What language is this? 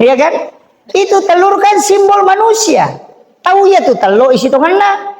Buginese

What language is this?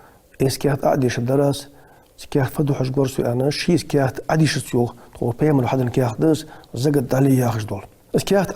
Ingush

